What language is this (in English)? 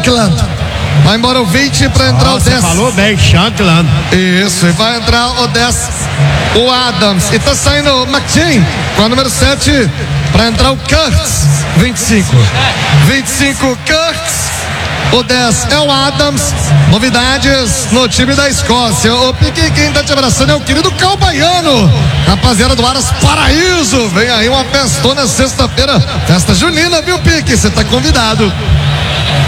Portuguese